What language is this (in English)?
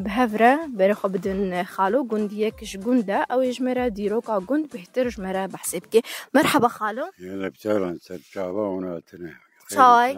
Kurdish